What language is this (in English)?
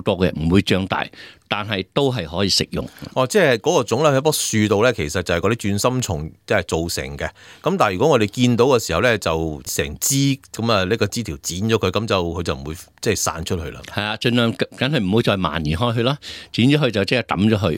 Cantonese